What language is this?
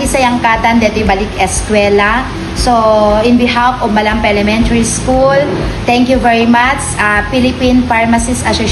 Iloko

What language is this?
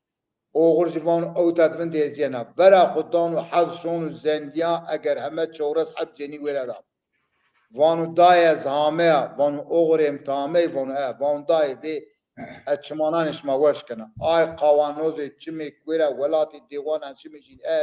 Zaza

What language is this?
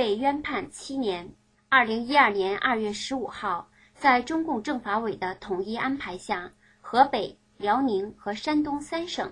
Chinese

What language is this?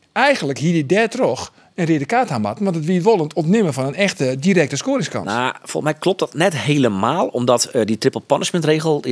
Western Frisian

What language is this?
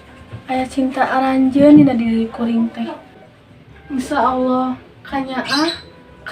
Sundanese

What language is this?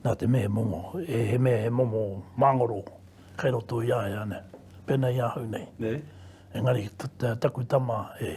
Māori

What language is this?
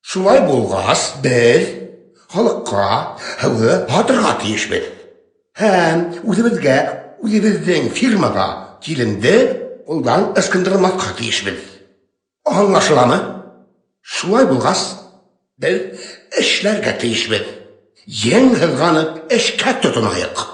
Bashkir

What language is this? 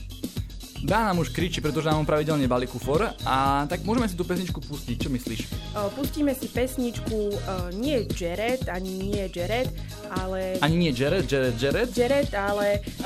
Slovak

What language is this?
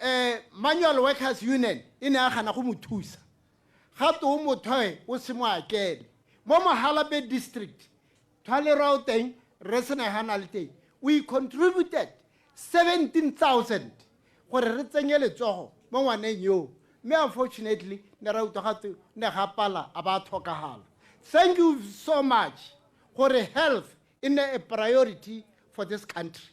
Tswana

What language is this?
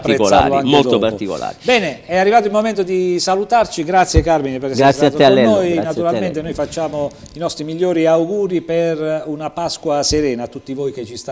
Italian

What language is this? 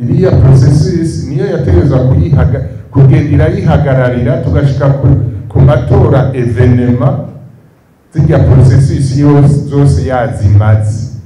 Rundi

